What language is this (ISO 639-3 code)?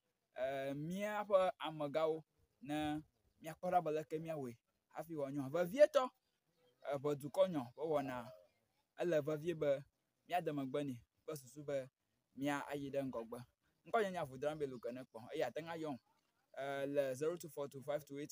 ewe